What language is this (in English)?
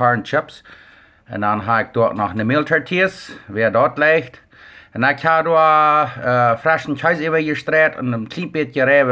Plautdietsch